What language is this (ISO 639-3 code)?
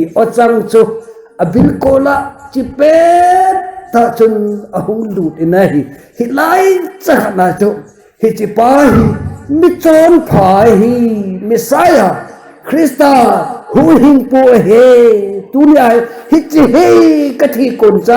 tcz